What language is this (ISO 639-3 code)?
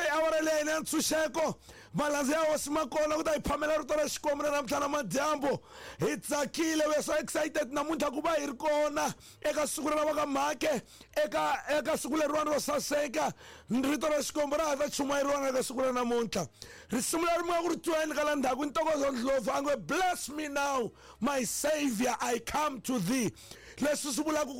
tso